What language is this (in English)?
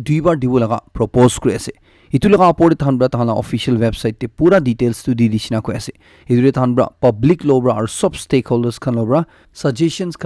Naga Pidgin